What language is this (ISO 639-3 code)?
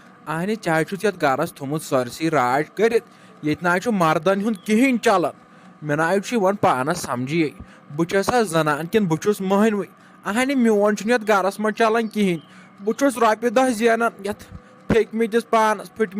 kas